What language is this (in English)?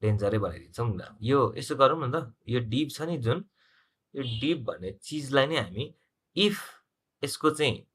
Nepali